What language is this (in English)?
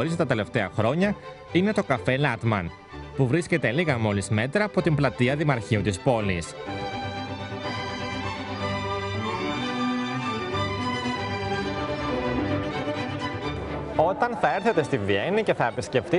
Greek